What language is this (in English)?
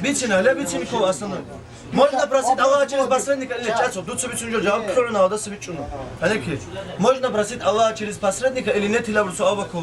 Avaric